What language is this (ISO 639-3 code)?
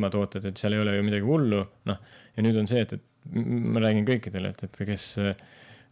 est